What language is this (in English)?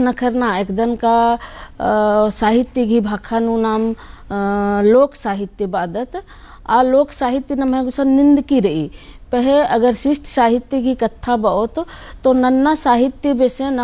Kurukh